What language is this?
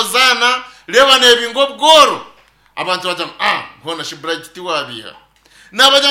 Nyankole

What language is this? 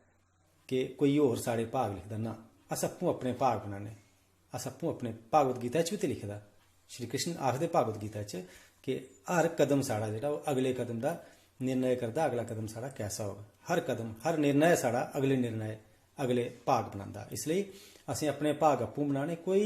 Dogri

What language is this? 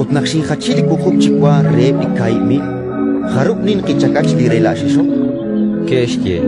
Kekchí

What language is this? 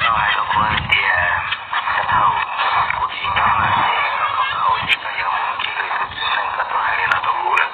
Hmong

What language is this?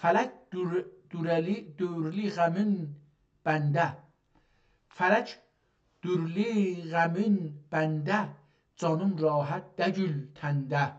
South Azerbaijani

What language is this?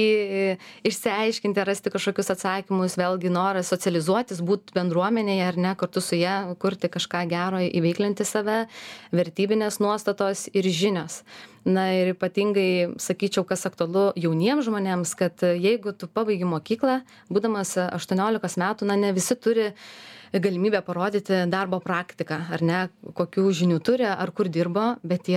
Lithuanian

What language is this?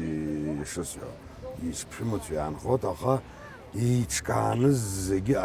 Abkhazian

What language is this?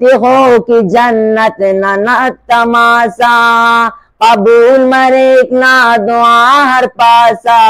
Brahui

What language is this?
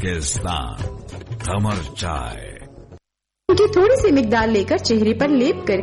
Urdu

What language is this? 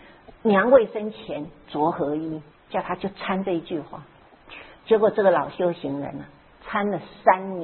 Chinese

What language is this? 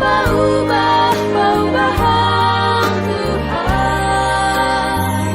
Batak Simalungun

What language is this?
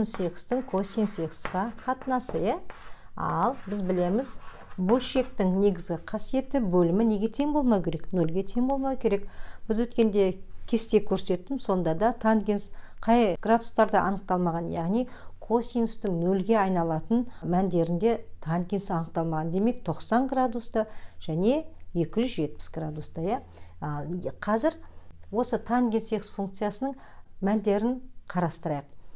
Kazakh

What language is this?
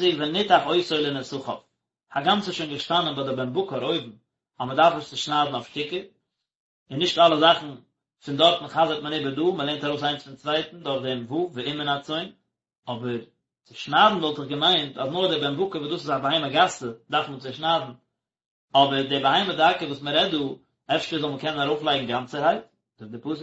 Yiddish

